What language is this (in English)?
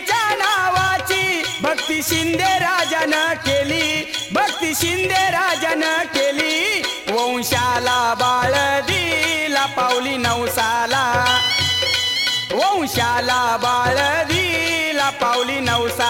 Marathi